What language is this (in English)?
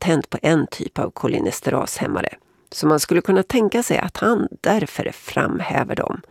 Swedish